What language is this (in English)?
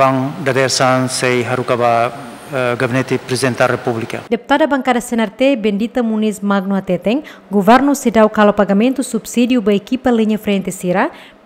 Tetum